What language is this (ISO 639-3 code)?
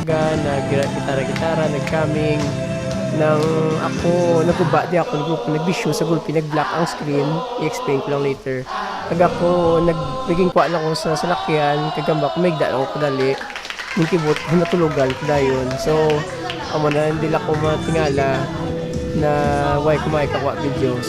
hil